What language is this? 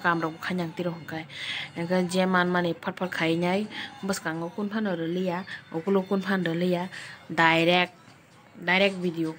Kok Borok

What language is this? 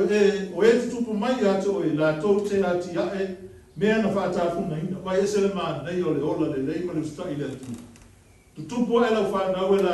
Samoan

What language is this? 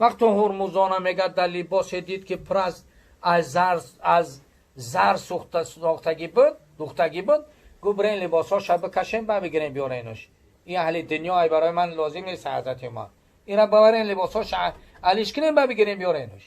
Tajik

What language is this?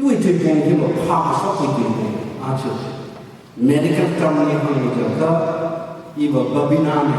Tangkhul Naga (India)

